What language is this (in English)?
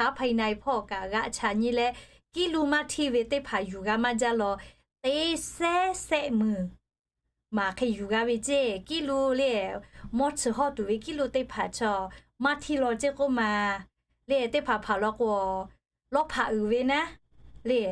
Lahu